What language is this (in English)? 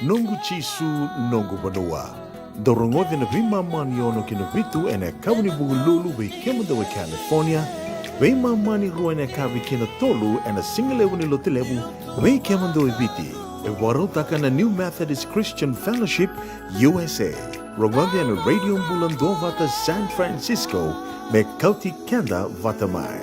Fijian